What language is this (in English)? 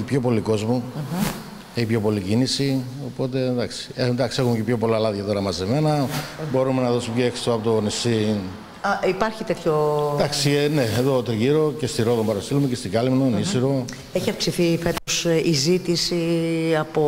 Greek